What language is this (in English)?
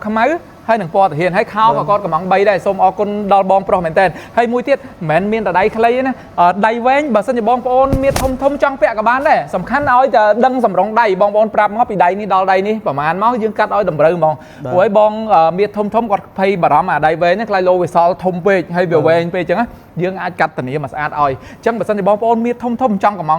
Khmer